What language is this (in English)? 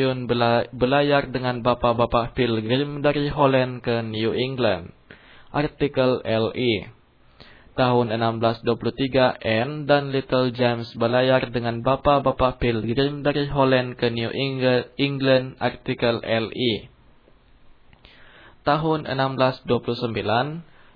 Indonesian